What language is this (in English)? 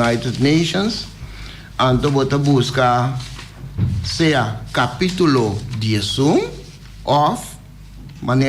Papiamento